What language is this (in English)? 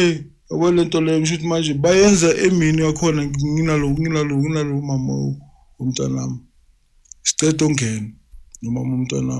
Zulu